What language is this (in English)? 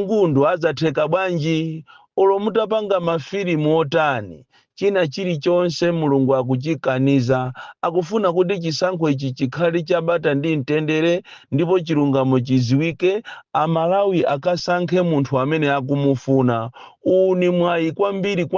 Nyanja